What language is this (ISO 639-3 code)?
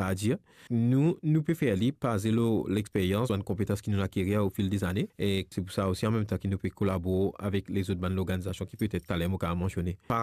mfe